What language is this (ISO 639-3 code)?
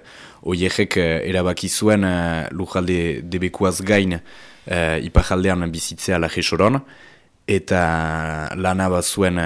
eus